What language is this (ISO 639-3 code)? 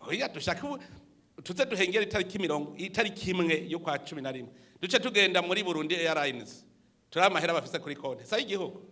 run